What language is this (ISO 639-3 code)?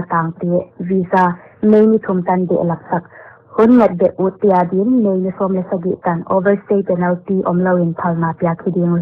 pck